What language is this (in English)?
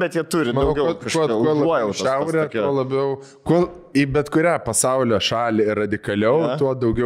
Lithuanian